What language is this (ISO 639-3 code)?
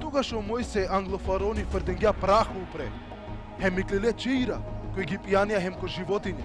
rmn